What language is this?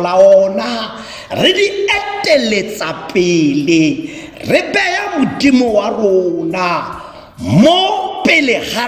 Tswana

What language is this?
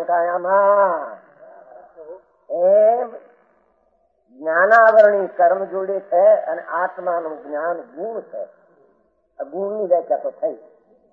Gujarati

